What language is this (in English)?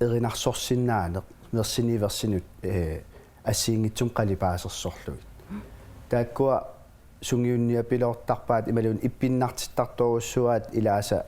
Kalaallisut